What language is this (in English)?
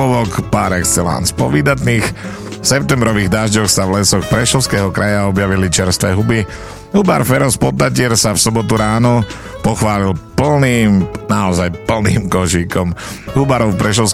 Slovak